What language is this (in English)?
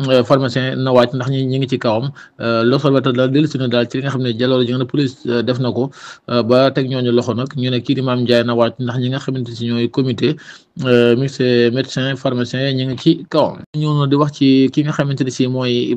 Wolof